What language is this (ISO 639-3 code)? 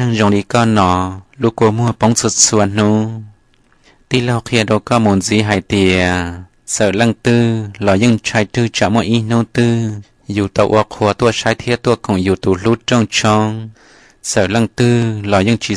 hmn